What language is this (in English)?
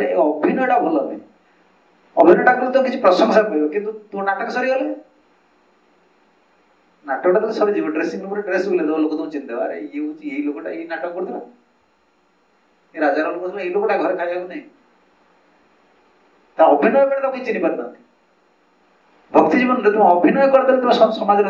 Odia